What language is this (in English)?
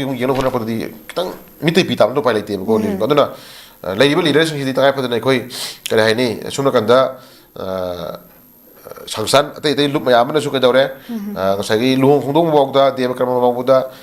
Manipuri